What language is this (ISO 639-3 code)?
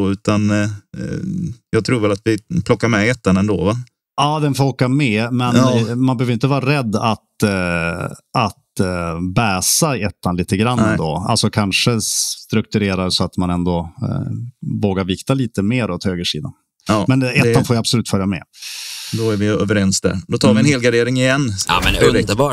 swe